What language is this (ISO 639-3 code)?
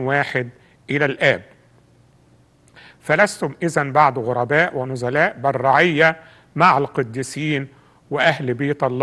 ara